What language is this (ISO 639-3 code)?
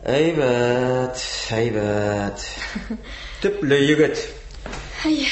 tat